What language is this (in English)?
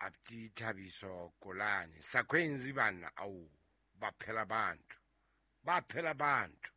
Southern Sotho